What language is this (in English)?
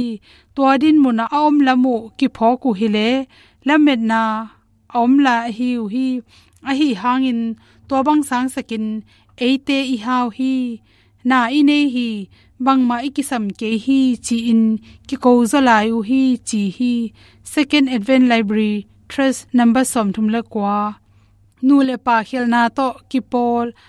Tedim Chin